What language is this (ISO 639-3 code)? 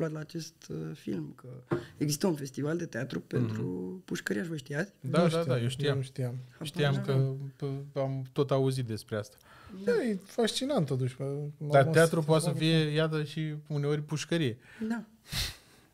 ron